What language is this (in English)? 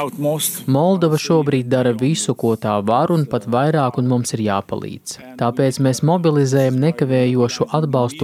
Latvian